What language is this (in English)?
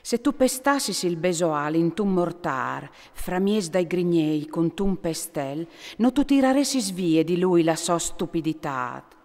Friulian